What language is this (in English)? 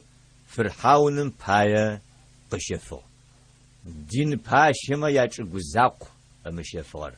Adyghe